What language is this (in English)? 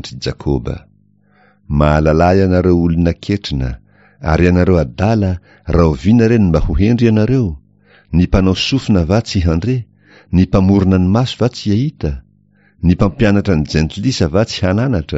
Malagasy